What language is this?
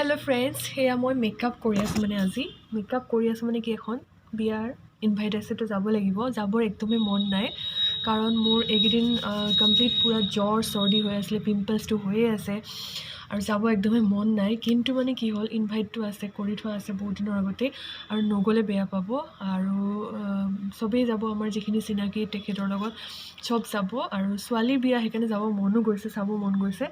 Assamese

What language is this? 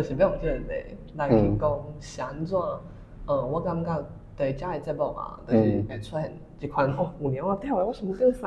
Min Nan Chinese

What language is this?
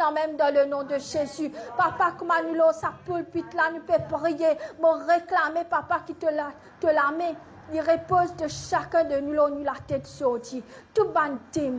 Morisyen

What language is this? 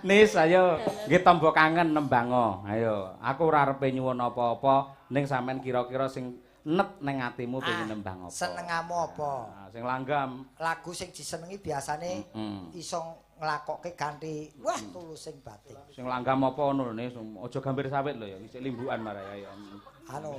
Javanese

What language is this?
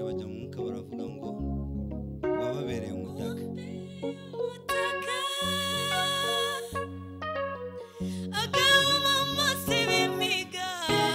Kinyarwanda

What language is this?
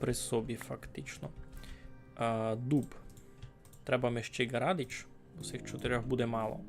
Rusyn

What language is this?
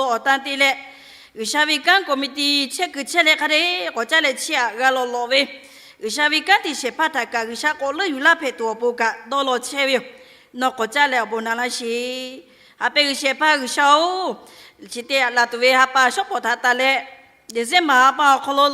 Lahu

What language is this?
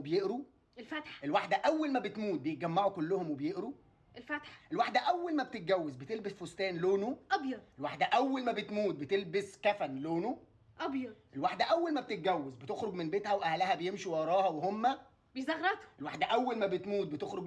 Egyptian Arabic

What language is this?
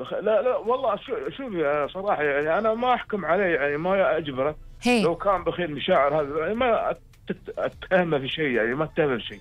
Gulf Arabic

